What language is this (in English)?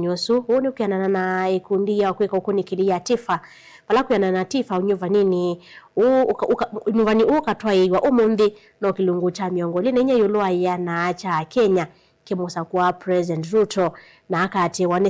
Kamba